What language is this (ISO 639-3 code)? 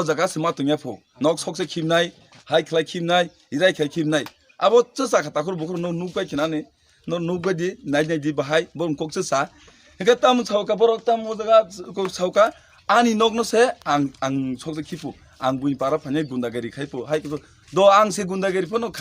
trp